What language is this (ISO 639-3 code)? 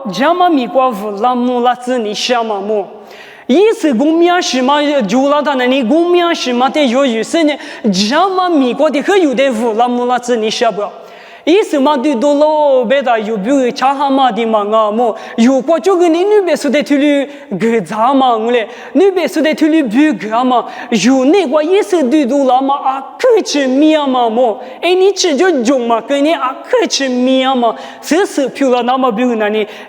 lis